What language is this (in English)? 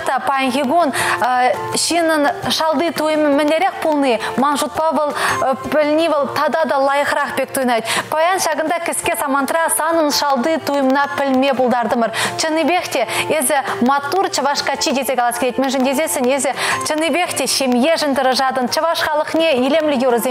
Chuvash